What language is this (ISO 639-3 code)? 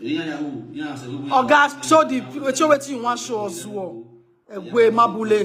pcm